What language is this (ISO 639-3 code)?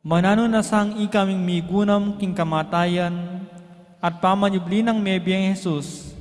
pam